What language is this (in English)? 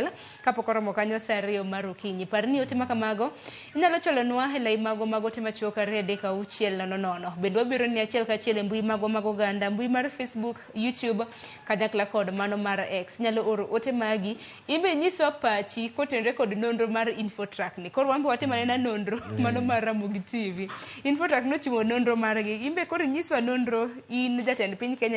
Luo (Kenya and Tanzania)